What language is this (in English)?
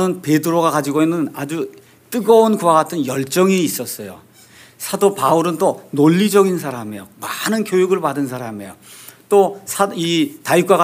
Korean